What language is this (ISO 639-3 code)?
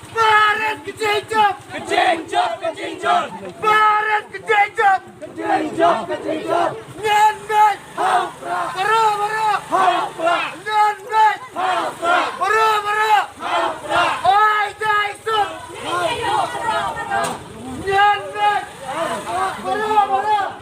kha